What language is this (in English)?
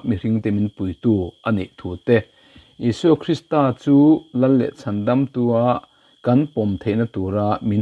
Mizo